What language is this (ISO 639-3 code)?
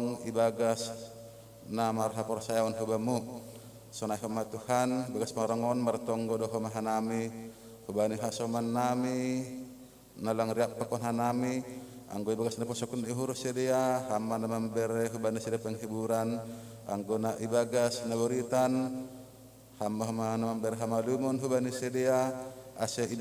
bts